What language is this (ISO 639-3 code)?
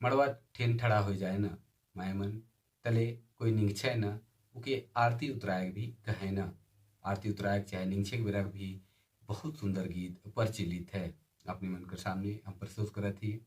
sck